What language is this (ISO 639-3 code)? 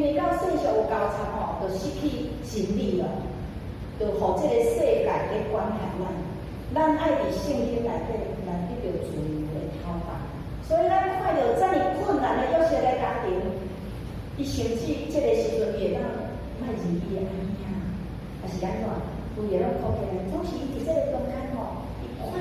nan